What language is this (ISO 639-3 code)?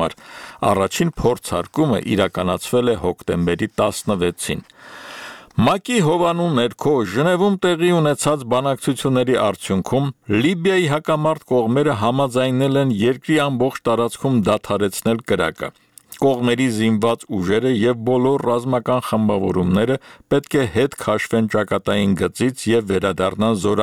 hye